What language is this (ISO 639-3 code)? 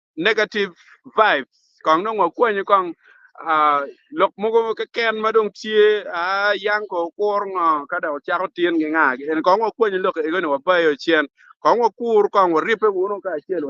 ach